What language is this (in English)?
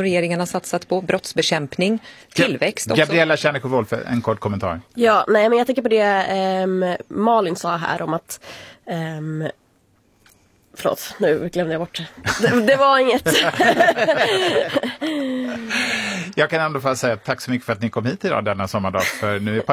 Swedish